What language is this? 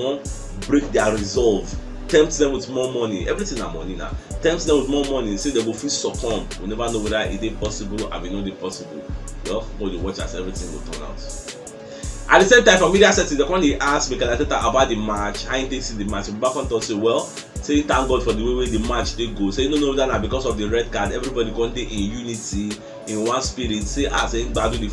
Nigerian Pidgin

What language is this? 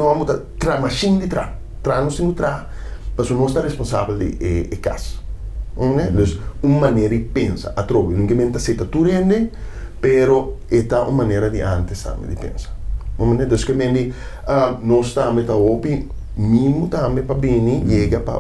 Papiamento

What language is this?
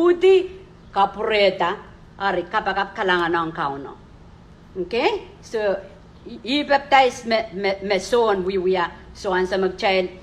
Pohnpeian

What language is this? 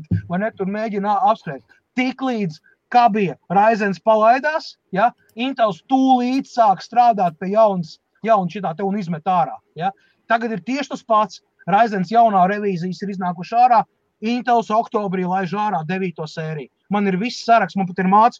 Latvian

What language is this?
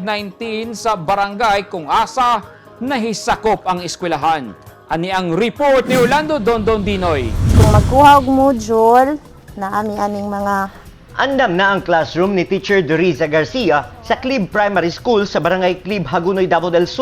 Cebuano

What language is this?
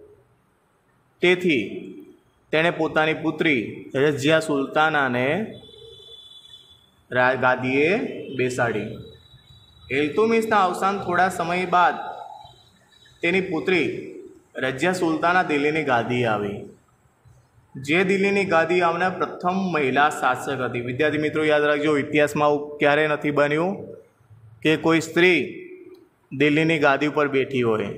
Gujarati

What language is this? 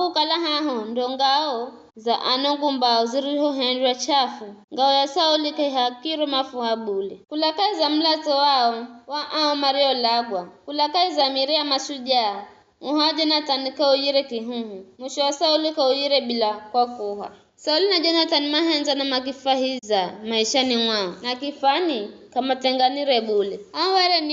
Giryama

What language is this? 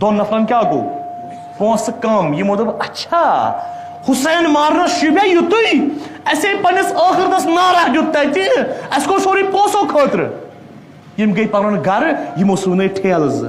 Kashmiri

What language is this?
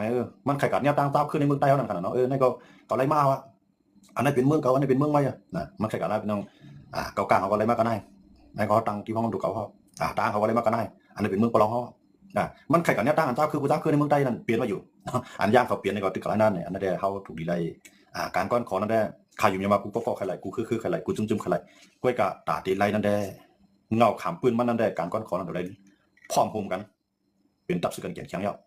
Shan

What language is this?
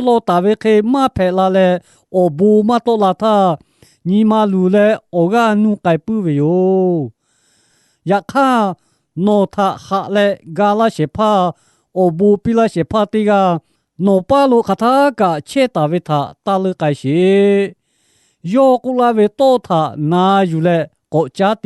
Lahu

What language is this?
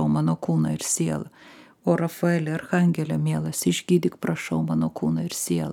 Lithuanian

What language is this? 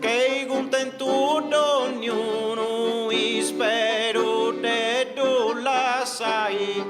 Sardinian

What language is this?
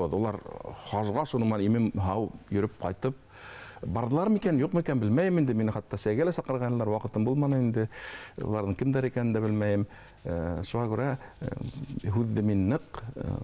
Bashkir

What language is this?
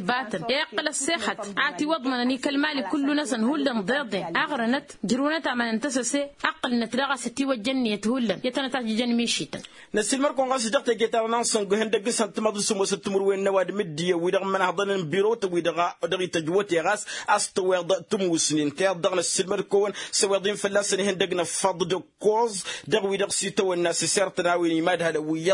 Tamasheq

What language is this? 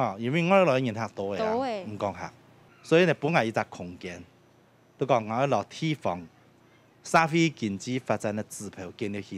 Hakka Chinese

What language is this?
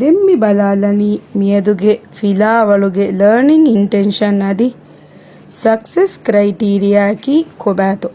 Divehi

